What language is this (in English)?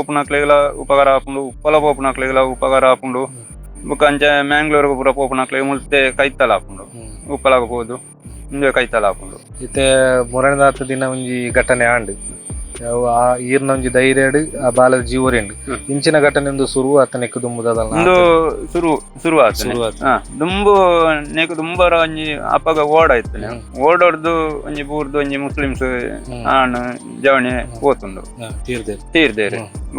Tulu